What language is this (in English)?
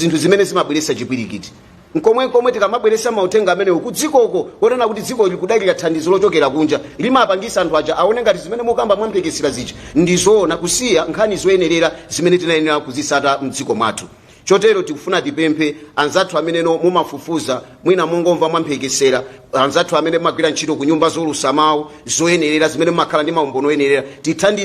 Nyanja